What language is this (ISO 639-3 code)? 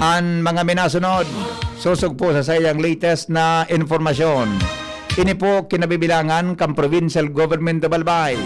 bik